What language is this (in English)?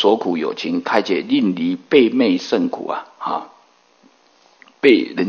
Chinese